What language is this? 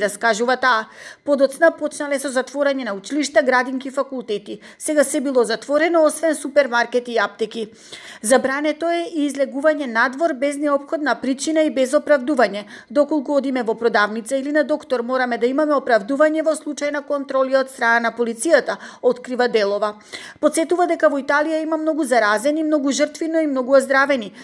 Macedonian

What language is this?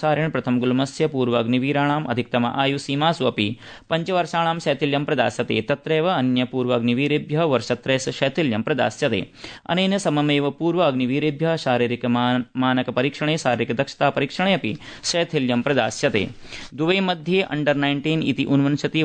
Sanskrit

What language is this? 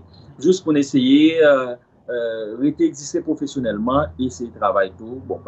Haitian Creole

